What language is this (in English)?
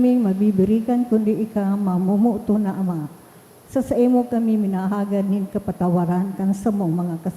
Bikol